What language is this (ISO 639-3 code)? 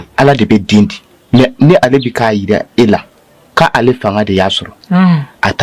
bam